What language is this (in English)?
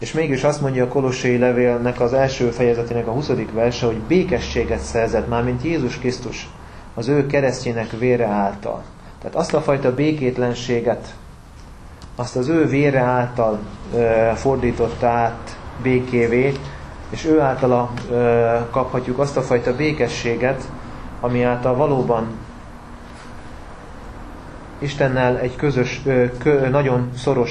Hungarian